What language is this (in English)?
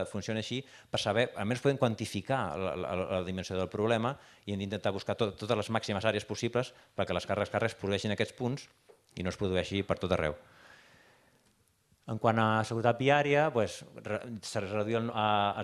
Catalan